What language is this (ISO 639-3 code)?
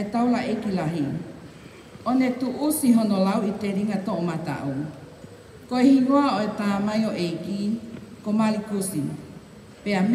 ton